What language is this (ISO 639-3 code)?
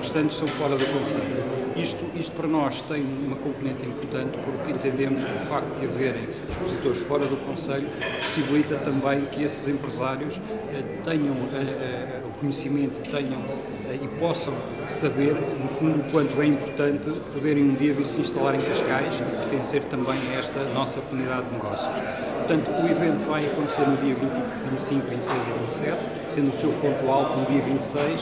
por